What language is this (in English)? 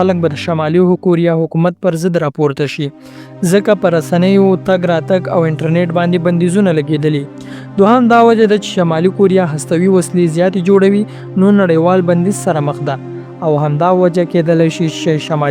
Pashto